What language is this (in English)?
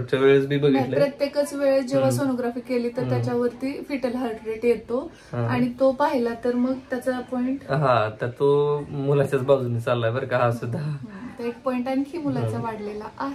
Marathi